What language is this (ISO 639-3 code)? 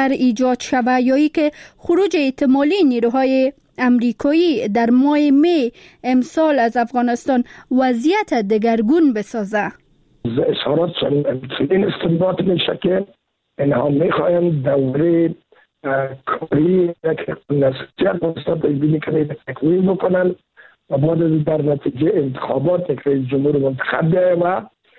fas